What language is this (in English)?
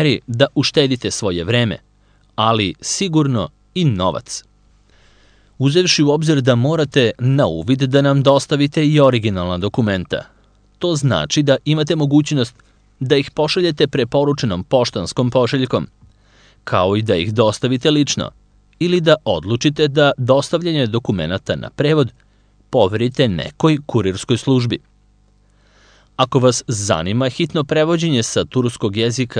Serbian